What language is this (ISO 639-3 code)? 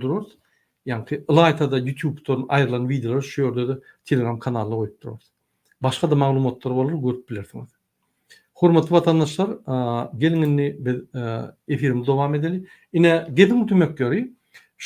tuk